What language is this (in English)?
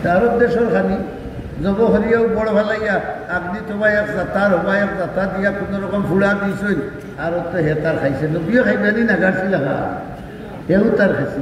Sylheti